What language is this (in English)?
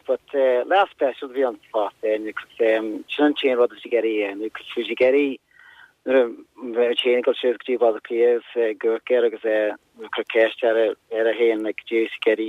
Irish